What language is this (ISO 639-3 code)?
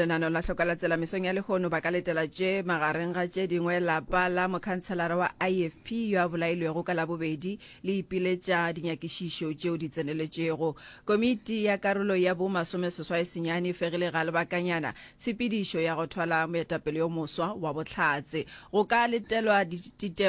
nso